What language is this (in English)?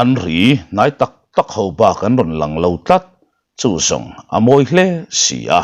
Mizo